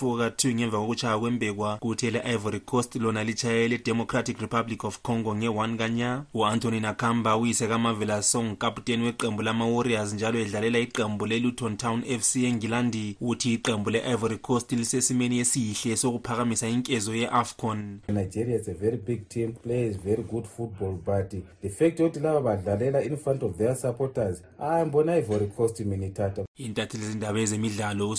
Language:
North Ndebele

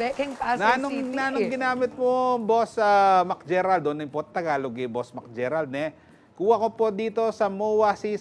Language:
Pampanga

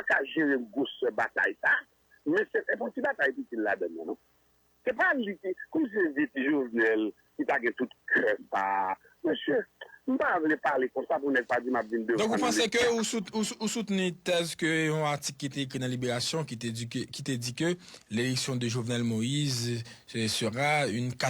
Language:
Haitian Creole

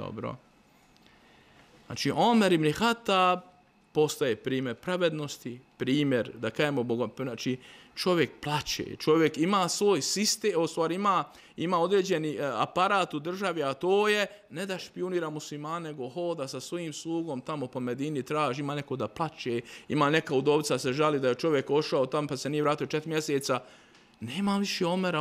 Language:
Bosnian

